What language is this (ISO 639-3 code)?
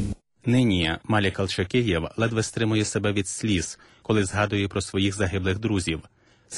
ukr